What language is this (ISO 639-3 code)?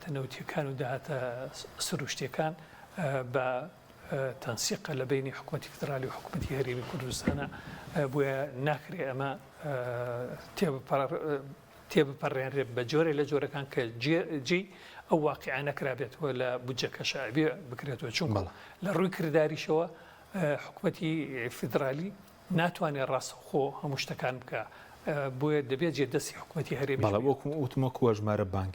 ckb